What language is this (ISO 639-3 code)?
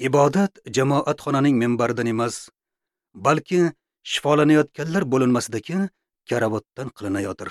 uzb